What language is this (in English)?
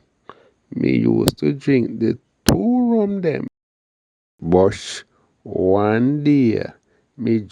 Jamaican Creole English